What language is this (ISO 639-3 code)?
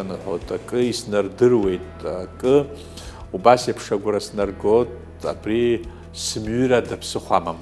abk